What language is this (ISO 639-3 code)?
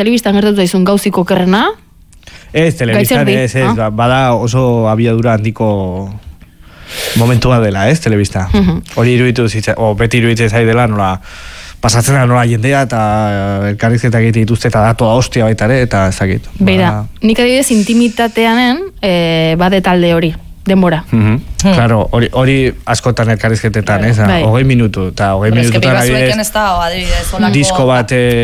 eus